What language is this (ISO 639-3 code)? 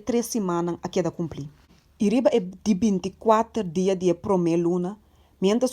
pap